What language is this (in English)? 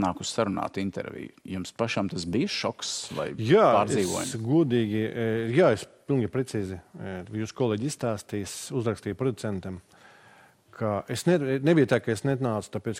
Latvian